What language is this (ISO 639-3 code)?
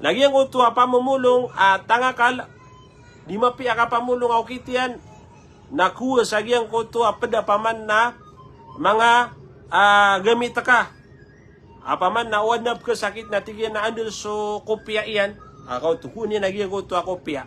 mrw